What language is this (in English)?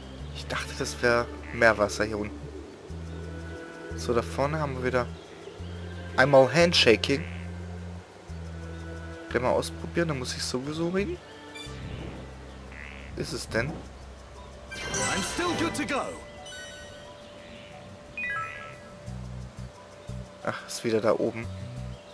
German